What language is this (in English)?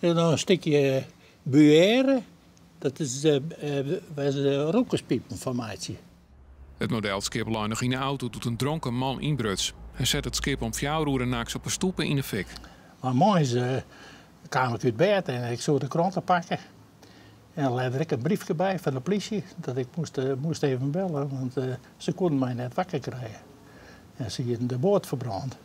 Western Frisian